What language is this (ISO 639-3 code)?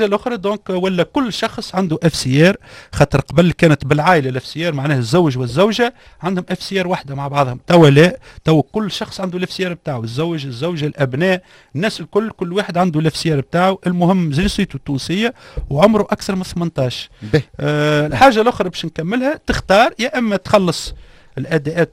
aeb